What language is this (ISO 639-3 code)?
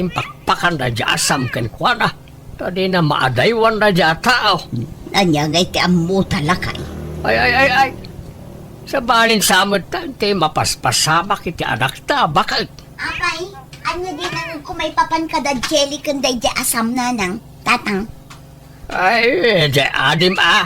ilo